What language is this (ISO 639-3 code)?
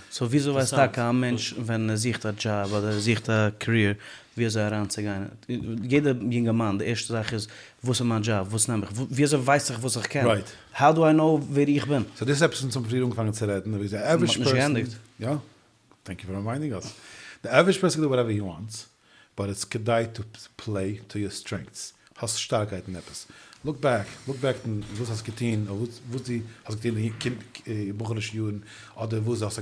yid